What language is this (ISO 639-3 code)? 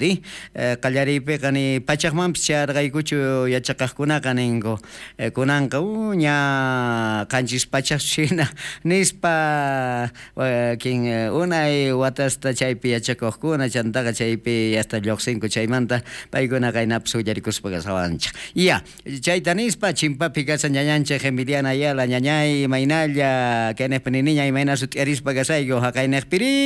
quh